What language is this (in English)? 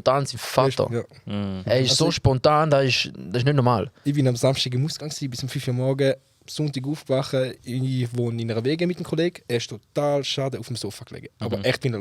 Swiss German